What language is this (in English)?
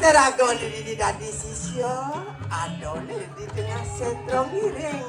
Balinese